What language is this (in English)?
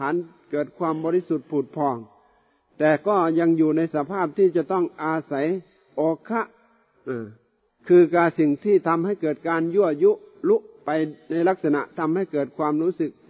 Thai